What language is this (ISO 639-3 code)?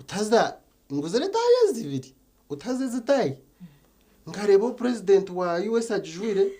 nyn